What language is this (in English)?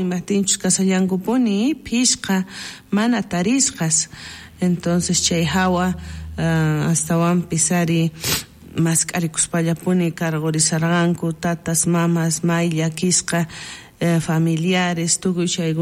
South Bolivian Quechua